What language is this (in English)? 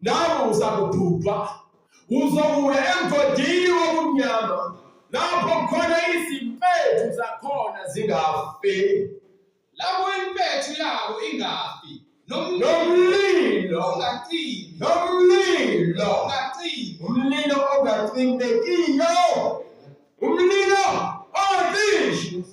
Zulu